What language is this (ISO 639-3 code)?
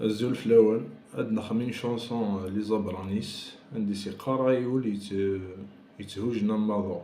kab